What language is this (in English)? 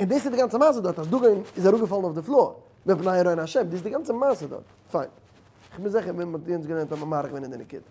Yiddish